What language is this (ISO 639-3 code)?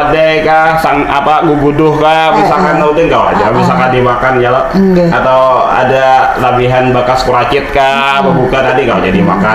bjn